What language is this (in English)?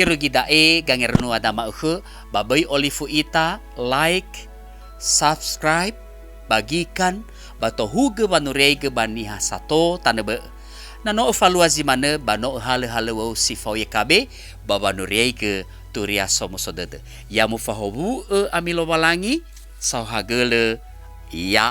Nias